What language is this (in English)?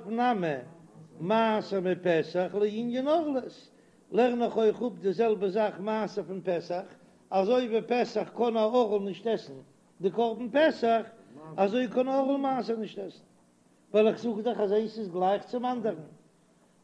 Yiddish